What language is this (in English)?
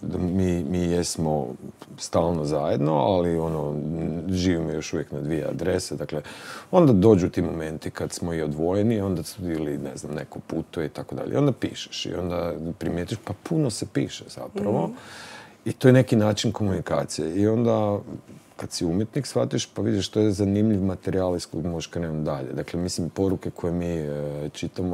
Croatian